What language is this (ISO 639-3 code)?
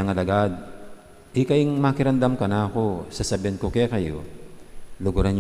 pam